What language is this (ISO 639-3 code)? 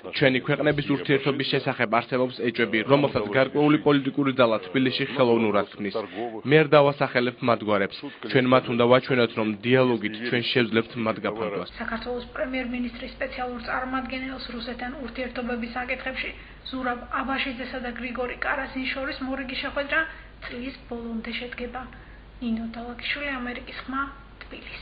kat